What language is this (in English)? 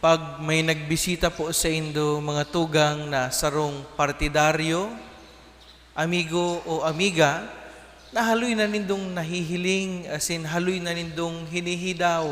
Bikol